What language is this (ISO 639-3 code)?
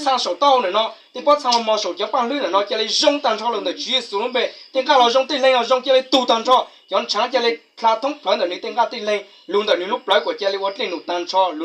hmn